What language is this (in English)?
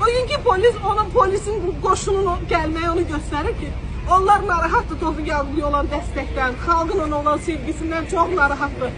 Azerbaijani